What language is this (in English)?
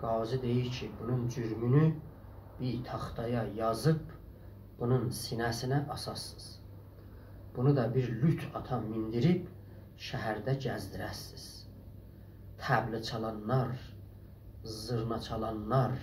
South Azerbaijani